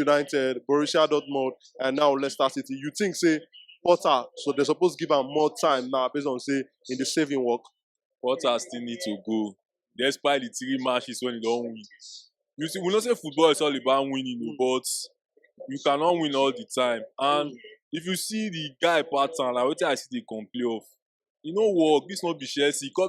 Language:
Nigerian Pidgin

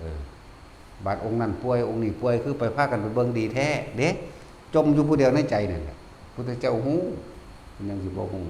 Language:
Northeastern Thai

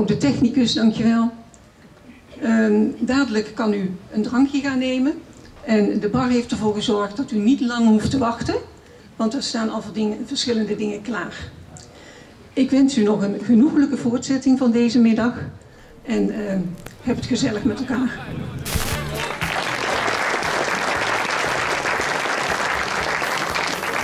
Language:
Dutch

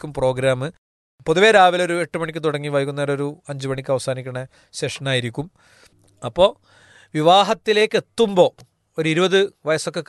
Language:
Malayalam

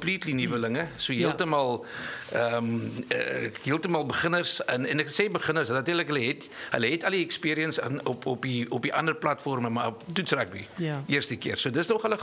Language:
Afrikaans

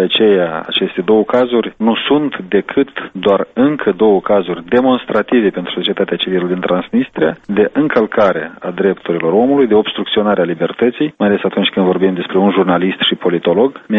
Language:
Romanian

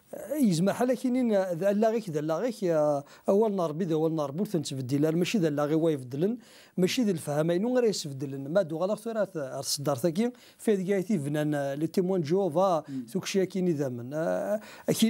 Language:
Kabyle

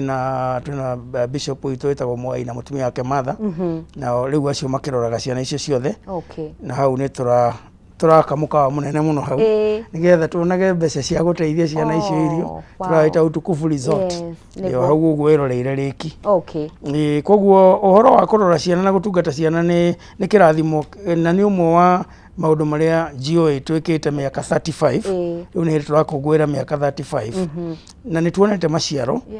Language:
Kikuyu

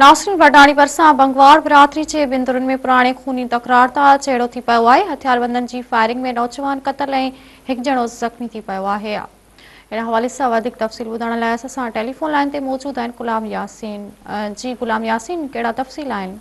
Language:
Sindhi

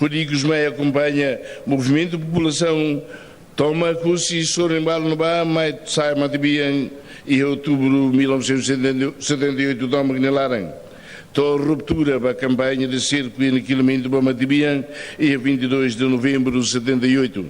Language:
Tetum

